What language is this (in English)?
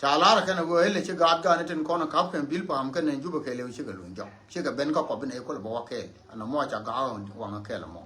Nuer